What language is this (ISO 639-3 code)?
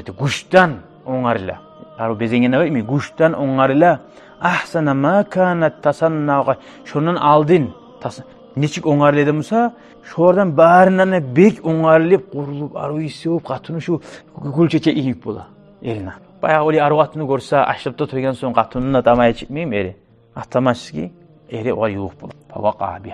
kum